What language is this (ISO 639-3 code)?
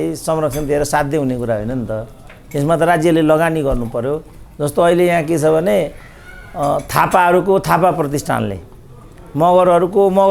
nep